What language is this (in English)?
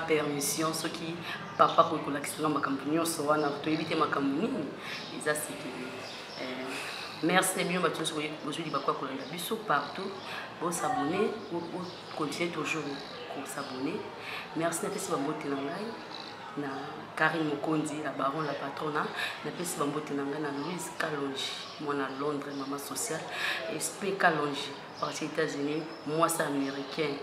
Lingala